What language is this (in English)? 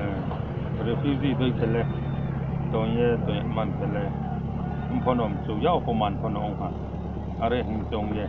Riang (India)